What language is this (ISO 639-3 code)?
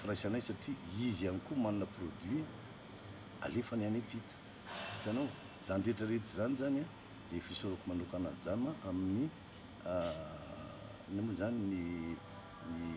mlg